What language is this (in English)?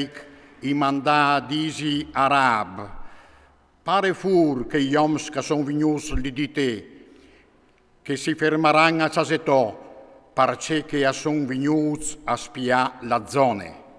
Friulian